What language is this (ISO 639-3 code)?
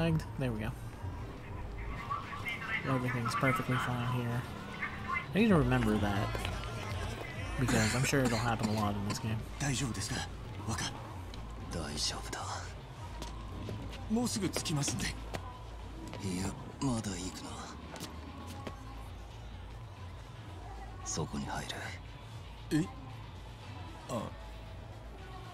jpn